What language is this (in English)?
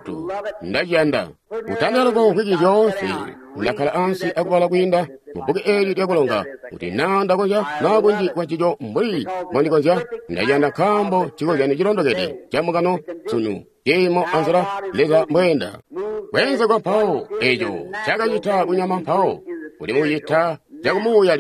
Tonga (Zambia)